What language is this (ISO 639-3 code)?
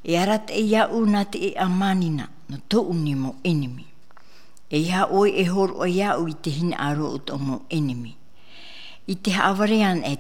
tah